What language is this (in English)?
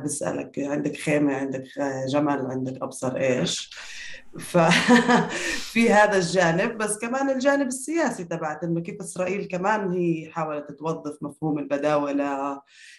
North Levantine Arabic